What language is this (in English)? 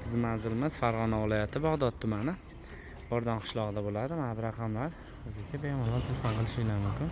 Uzbek